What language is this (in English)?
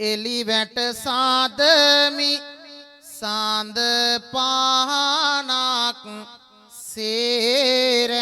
Sinhala